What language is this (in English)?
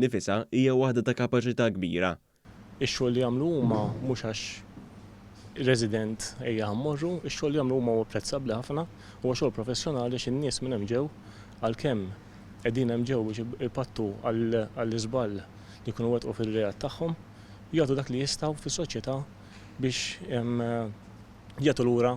Maltese